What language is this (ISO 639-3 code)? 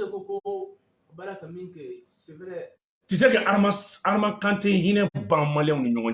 bam